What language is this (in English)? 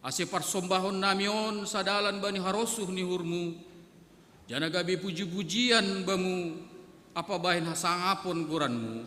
Batak Simalungun